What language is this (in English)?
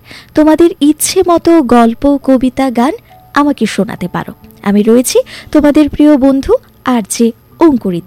Bangla